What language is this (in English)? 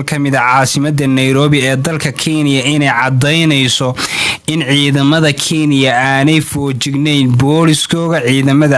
Somali